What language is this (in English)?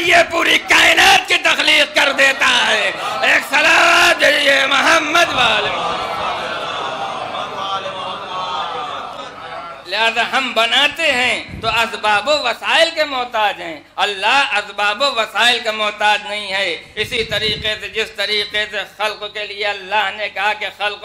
Urdu